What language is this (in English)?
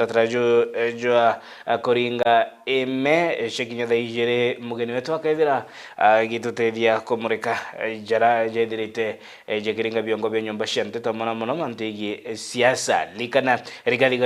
Meru